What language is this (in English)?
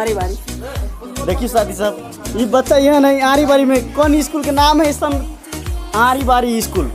Maithili